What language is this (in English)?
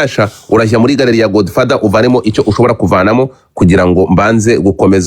Kinyarwanda